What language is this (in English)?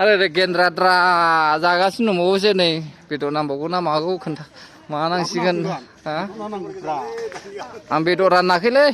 Bodo